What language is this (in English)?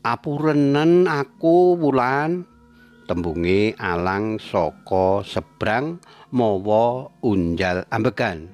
Javanese